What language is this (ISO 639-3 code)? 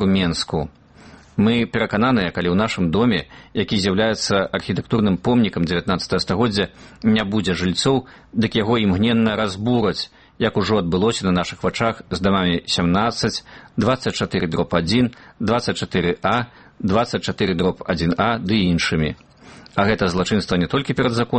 bel